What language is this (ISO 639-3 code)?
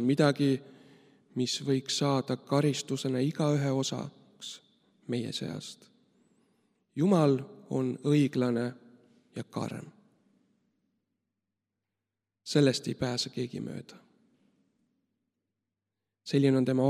est